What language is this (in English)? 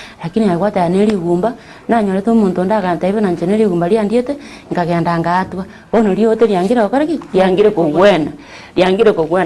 Gusii